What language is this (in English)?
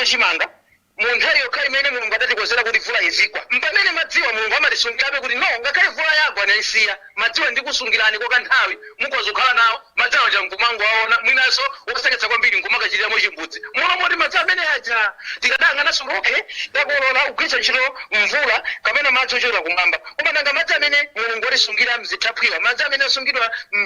Nyanja